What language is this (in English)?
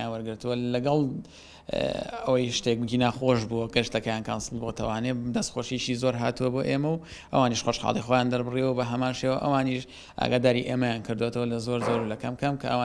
Central Kurdish